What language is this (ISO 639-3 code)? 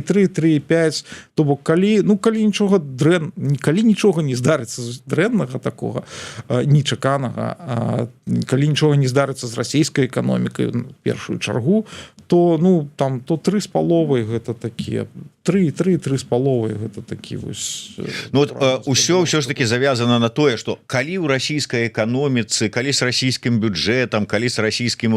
bel